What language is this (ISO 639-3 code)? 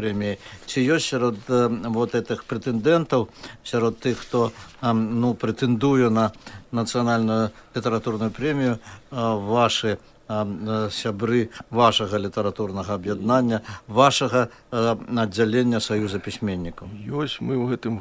bel